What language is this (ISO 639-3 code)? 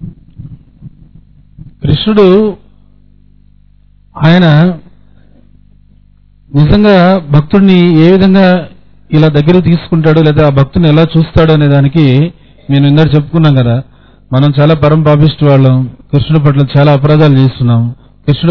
tel